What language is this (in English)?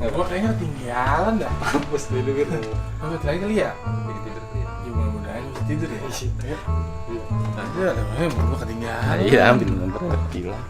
Betawi